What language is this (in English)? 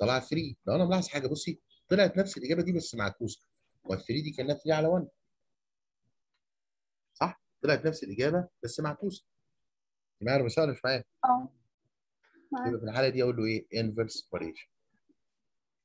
Egyptian Arabic